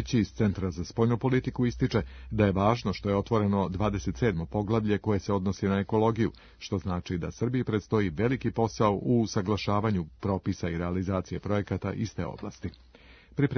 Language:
Serbian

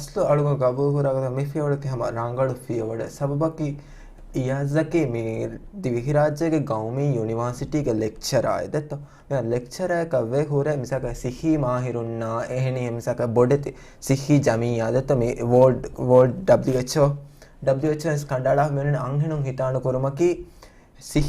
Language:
Divehi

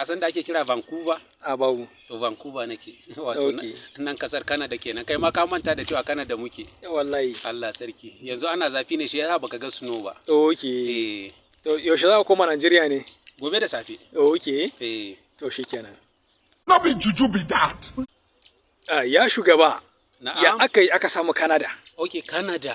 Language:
Hausa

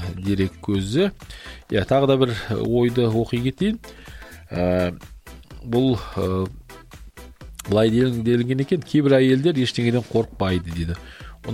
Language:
Kazakh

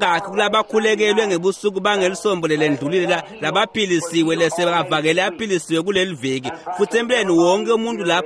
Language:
Swati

